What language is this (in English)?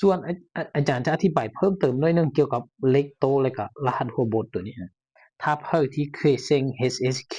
Lao